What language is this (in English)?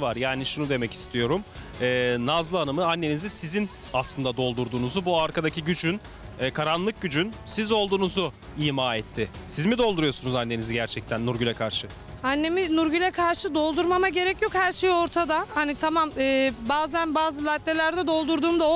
Turkish